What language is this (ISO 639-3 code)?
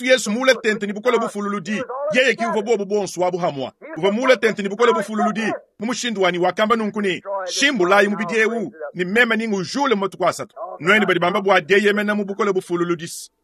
lua